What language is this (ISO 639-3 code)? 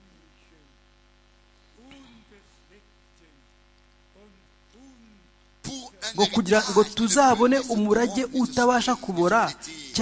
kin